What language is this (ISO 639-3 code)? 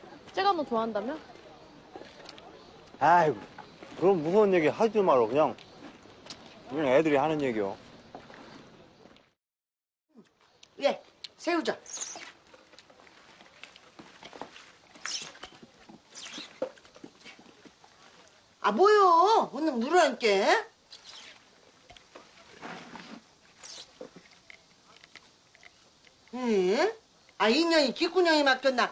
kor